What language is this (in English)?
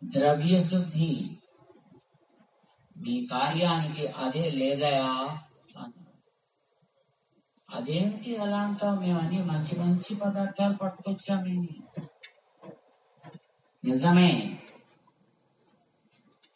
Telugu